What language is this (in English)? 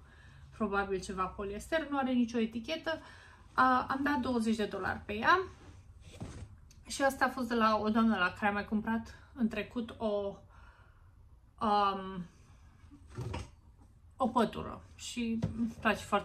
Romanian